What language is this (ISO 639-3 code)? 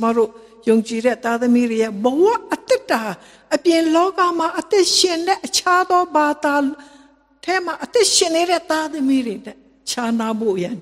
mya